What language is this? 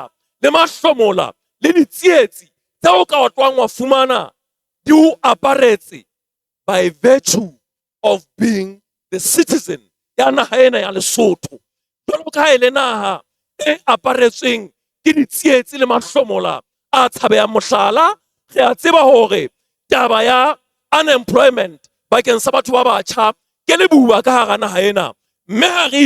Southern Sotho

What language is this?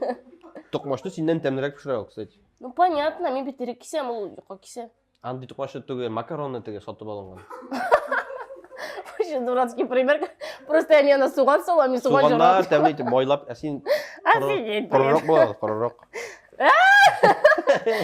Tatar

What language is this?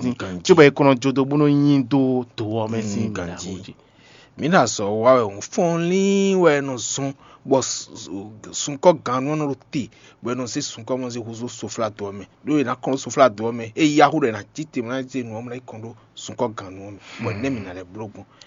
Fon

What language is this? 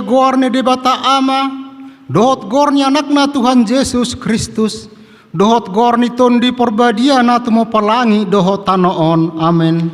Batak Toba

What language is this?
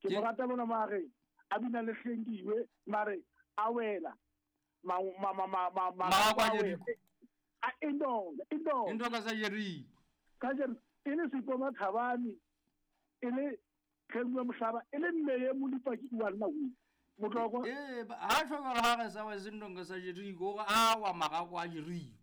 Southern Sotho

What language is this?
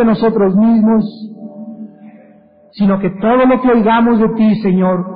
Spanish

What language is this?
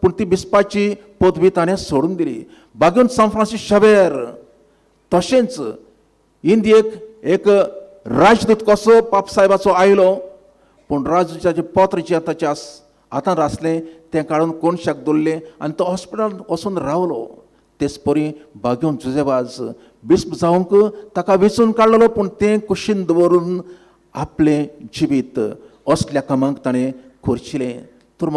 Konkani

